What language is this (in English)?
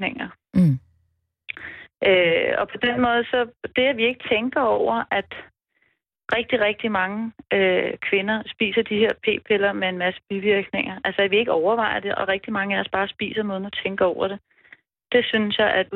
Danish